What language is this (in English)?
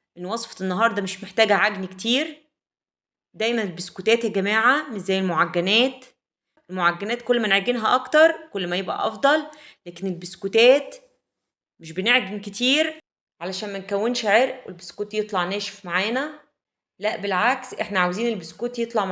Egyptian Arabic